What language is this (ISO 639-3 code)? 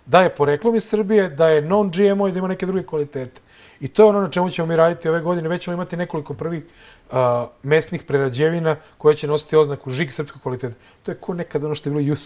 srp